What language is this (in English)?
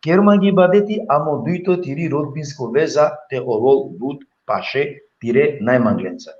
Balkan Romani